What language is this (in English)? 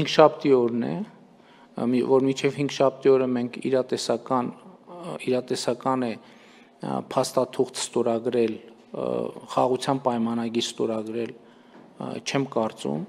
Armenian